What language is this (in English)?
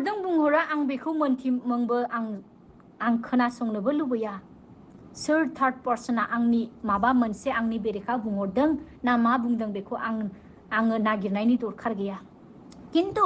Bodo